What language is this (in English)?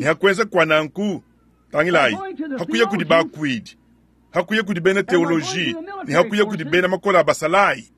Luba-Lulua